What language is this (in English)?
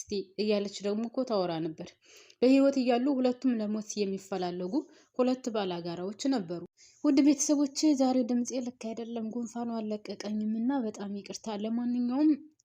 Amharic